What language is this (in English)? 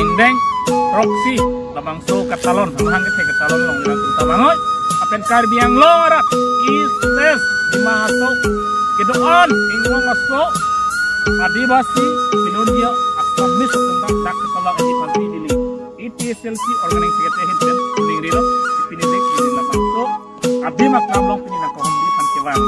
Karbi